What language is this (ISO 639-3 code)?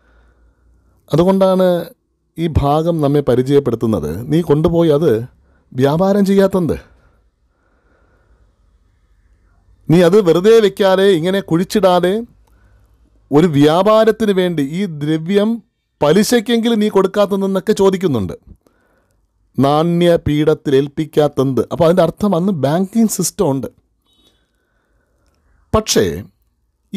mal